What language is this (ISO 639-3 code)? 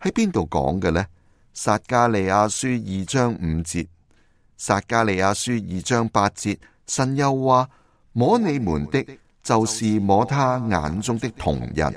yue